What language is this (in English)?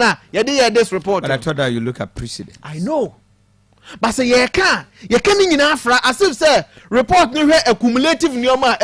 Akan